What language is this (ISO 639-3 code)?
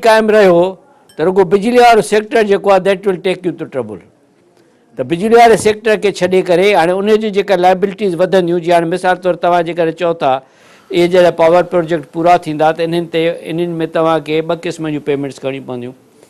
snd